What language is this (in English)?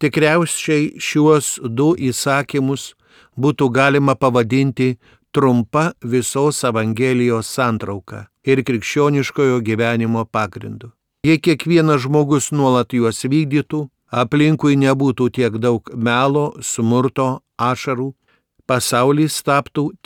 Lithuanian